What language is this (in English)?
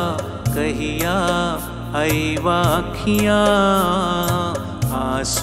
Bhojpuri